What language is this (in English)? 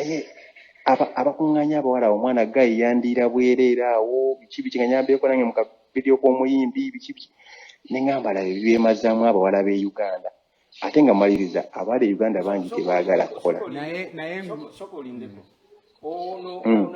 Ganda